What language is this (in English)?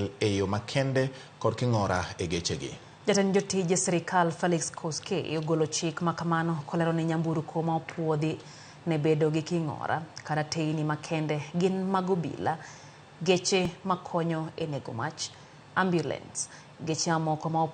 Luo (Kenya and Tanzania)